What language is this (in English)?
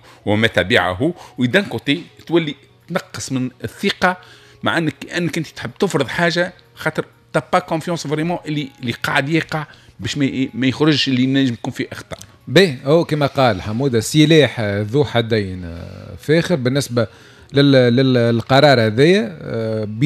Tunisian Arabic